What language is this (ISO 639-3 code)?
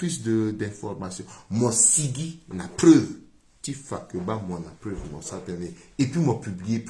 sag